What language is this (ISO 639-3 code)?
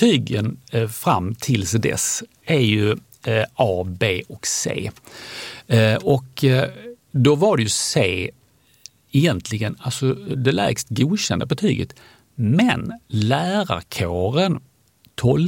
swe